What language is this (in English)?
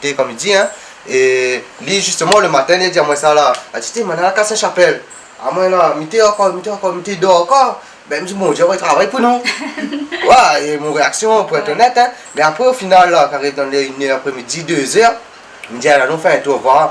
Réunion Creole French